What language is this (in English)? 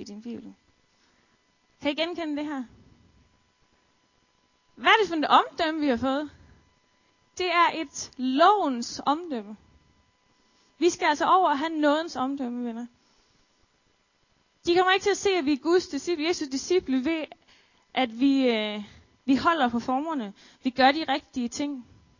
Danish